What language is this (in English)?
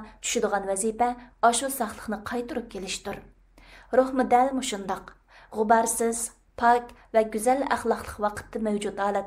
Uyghur